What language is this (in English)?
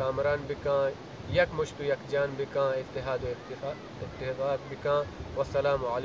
Baluchi